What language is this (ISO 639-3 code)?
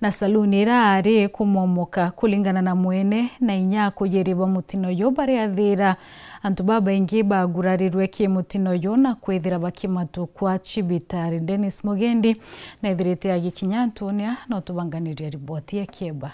mer